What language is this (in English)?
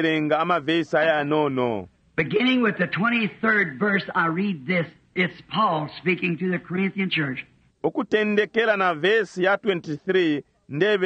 Bemba